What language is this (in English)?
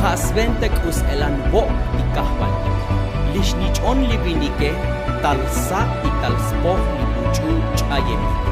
Tzotzil